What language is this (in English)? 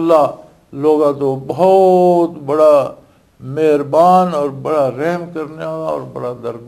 Western Panjabi